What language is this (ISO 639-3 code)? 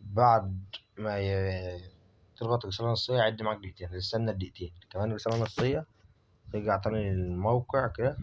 arz